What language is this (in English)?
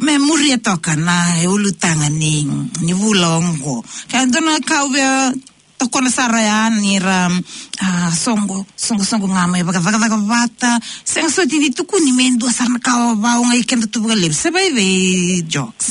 Fijian